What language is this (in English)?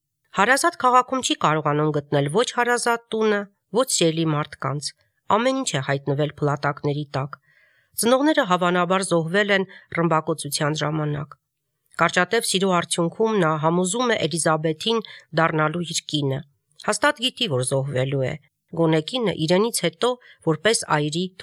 Armenian